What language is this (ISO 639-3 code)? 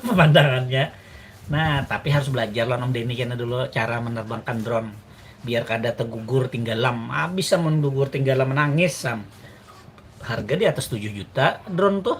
bjn